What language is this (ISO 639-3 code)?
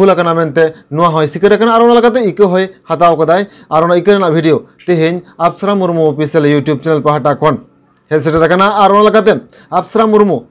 sat